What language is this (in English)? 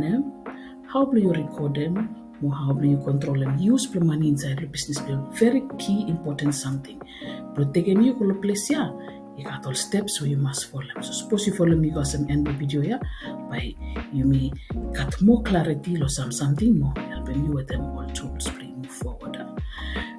Bislama